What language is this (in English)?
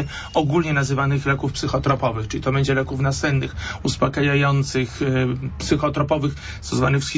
Polish